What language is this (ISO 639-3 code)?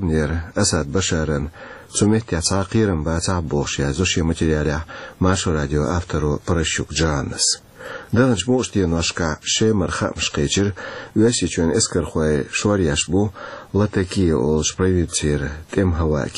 che